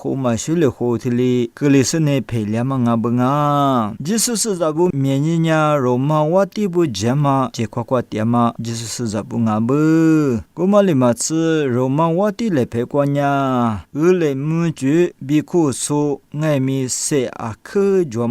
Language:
Lisu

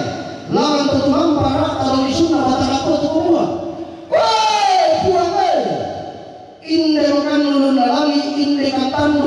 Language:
Toraja-Sa'dan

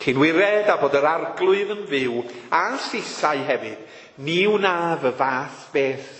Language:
Welsh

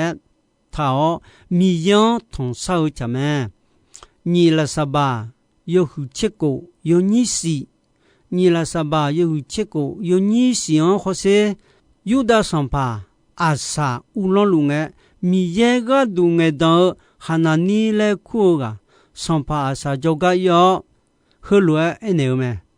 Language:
Akha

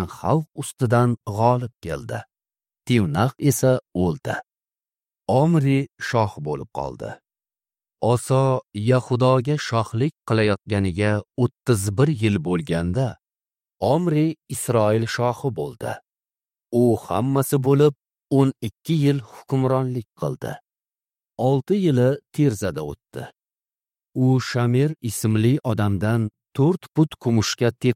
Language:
Uzbek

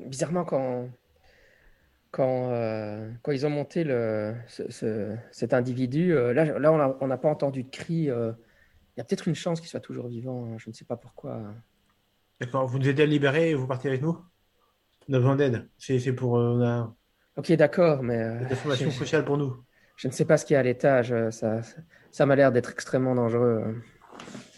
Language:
French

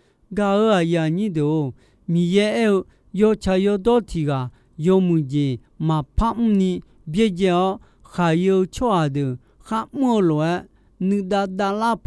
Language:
Akha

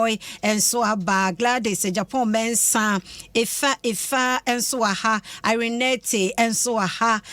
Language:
Akan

